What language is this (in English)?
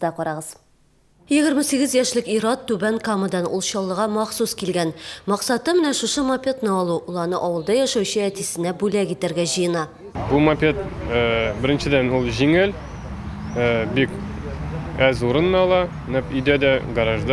Tatar